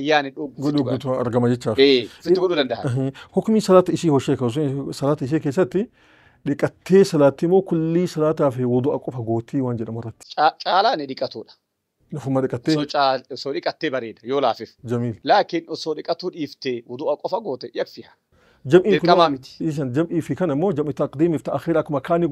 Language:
Oromo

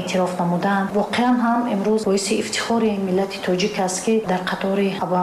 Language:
Tajik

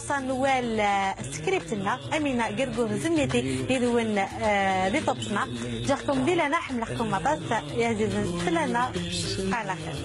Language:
Kabyle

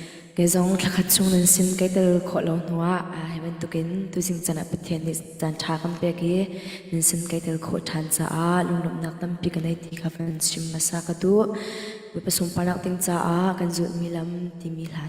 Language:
Hakha Chin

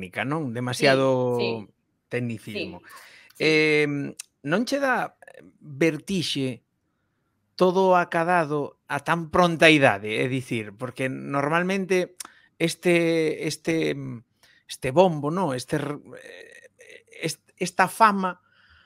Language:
Galician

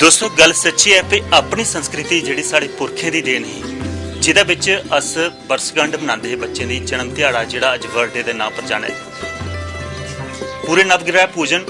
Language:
Dogri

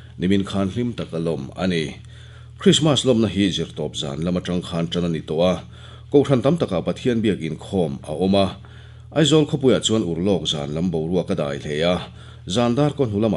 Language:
Mizo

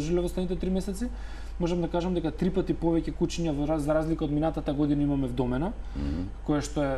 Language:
Macedonian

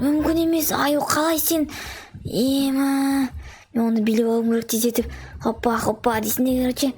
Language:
Kazakh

